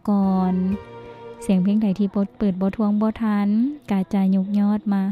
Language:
Lao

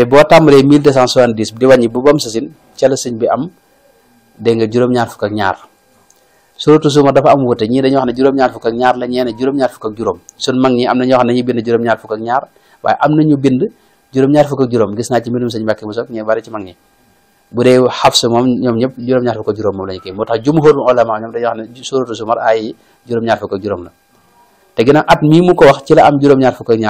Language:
Wolof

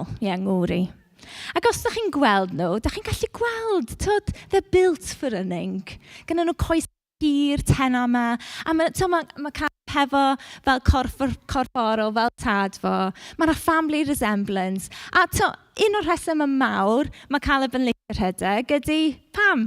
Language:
Welsh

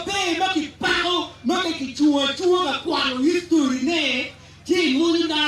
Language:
Acoli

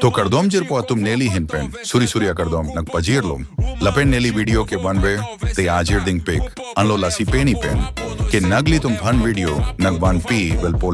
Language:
Karbi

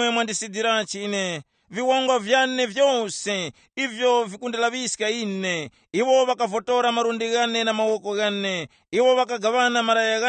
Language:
Tumbuka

